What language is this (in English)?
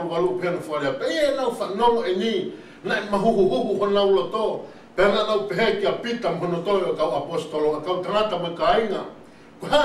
Tongan